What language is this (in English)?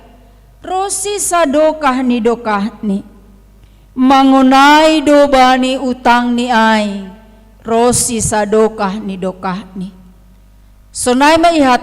Batak Simalungun